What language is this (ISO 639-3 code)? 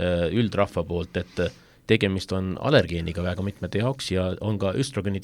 est